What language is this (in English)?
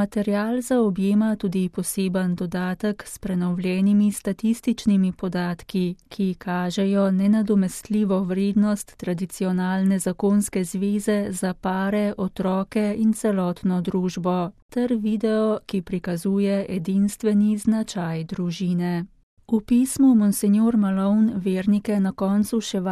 Slovenian